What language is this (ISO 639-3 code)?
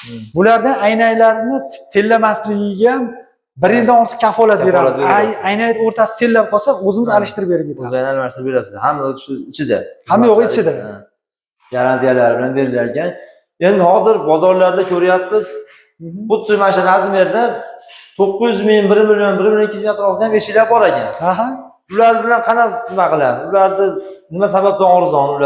uzb